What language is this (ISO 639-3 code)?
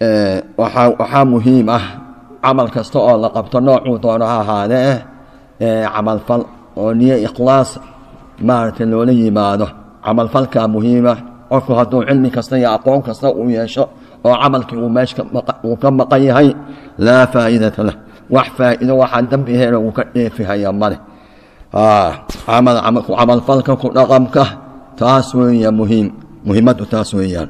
som